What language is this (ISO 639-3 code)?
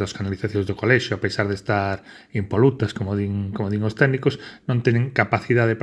glg